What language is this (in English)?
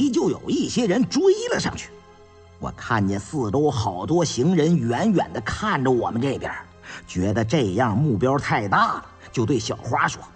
Chinese